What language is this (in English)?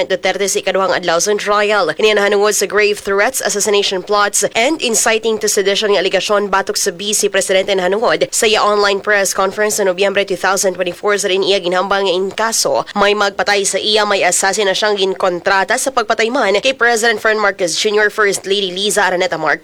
Hiligaynon